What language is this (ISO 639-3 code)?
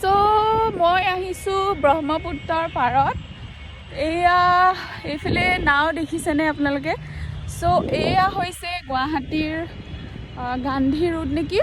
asm